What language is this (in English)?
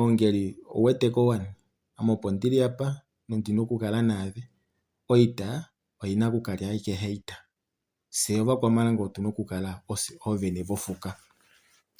Kuanyama